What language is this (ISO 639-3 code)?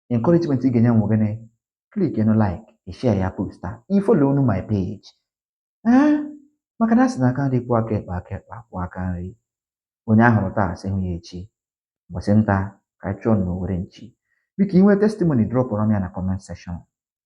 ibo